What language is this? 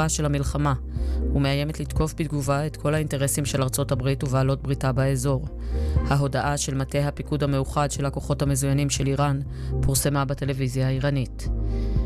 Hebrew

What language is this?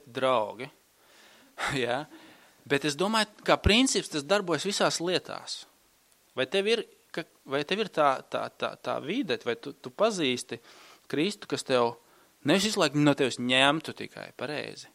Latvian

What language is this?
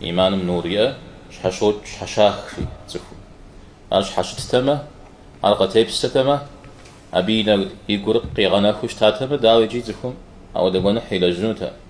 Kabardian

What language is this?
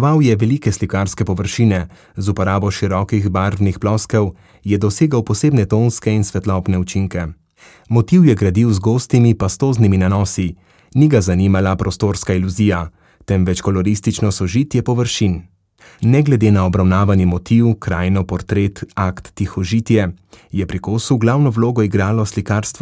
Slovenian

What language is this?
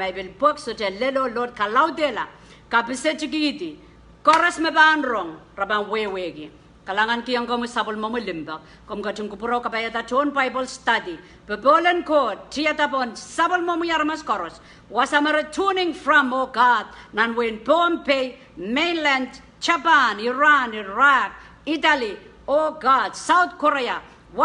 Pohnpeian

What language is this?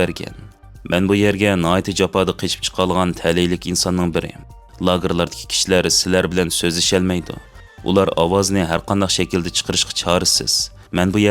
Uyghur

